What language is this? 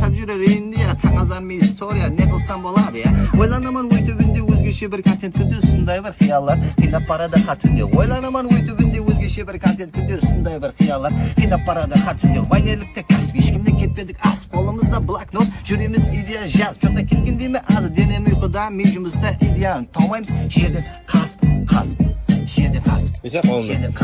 Kara-Kalpak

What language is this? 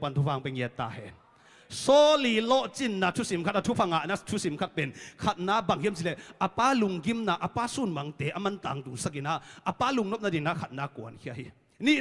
Tedim Chin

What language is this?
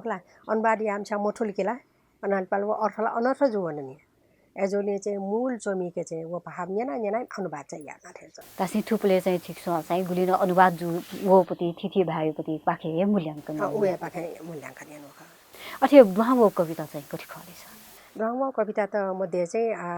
Newari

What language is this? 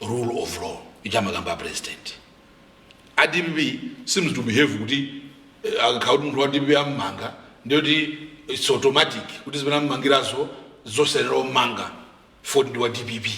Nyanja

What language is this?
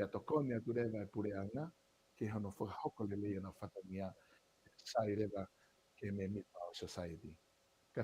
Tongan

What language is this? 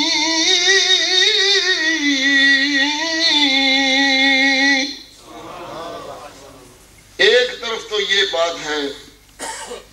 Urdu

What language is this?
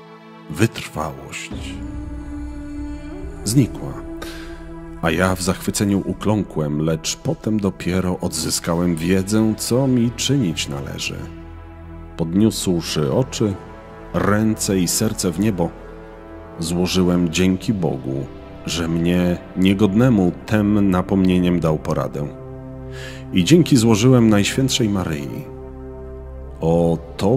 Polish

